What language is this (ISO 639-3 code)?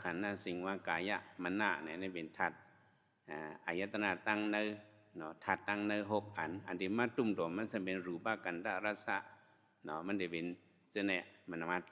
shn